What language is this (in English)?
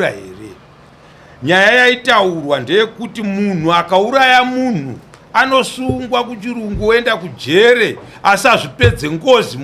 Shona